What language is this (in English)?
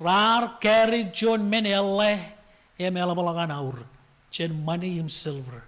Marshallese